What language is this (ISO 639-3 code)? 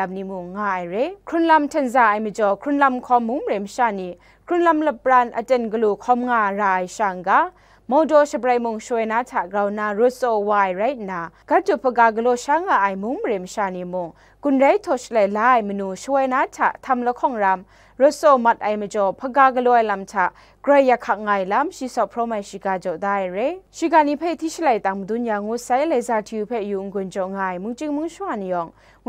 kac